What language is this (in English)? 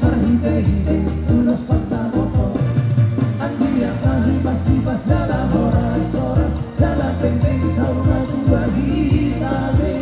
Batak Toba